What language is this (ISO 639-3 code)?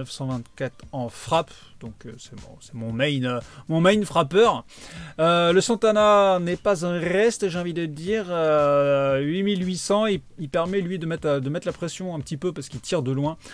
fra